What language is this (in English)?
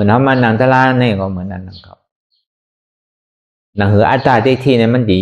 Shan